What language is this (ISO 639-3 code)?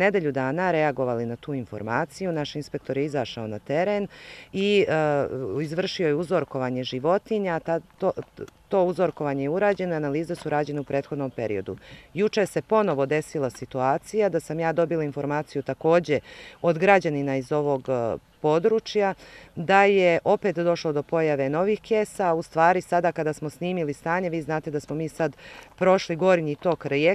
bos